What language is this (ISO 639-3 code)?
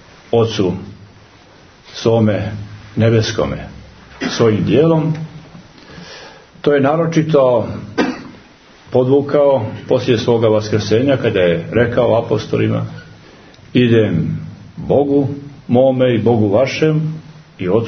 srp